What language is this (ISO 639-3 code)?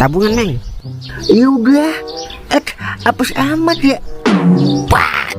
bew